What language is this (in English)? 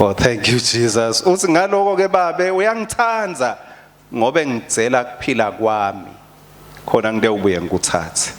Swati